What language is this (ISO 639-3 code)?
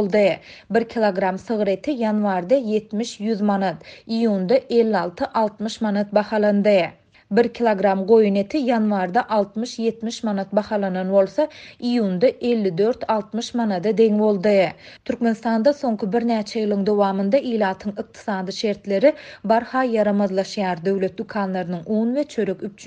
tuk